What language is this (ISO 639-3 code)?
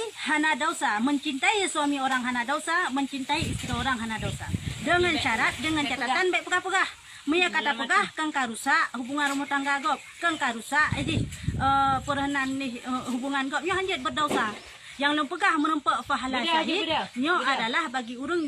ace